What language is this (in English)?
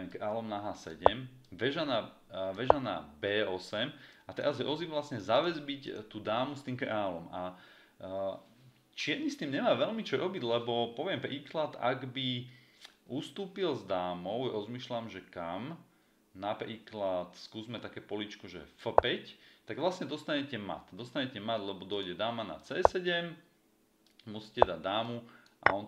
Slovak